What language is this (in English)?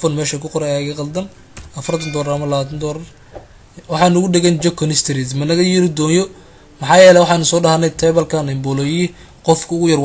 Somali